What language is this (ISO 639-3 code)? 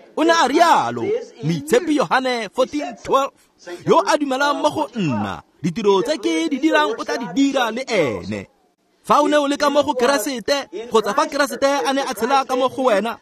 tsn